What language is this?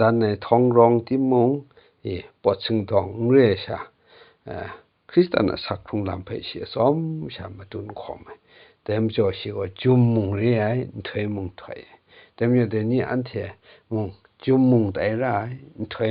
Kachin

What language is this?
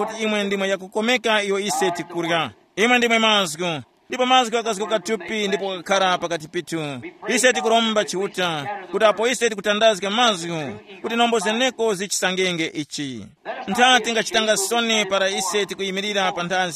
Tumbuka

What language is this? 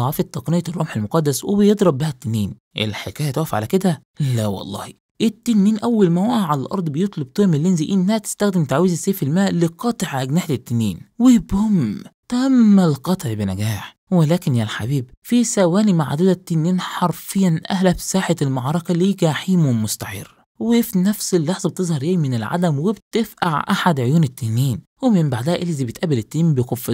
Egyptian Arabic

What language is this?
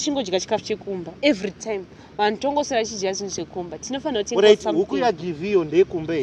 Shona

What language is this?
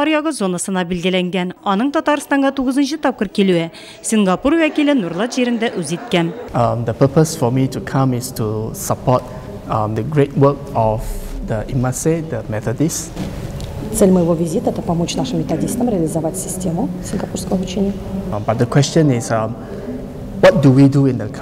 Tatar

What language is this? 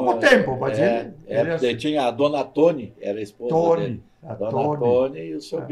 Portuguese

